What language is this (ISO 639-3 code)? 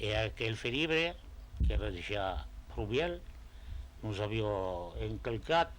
oci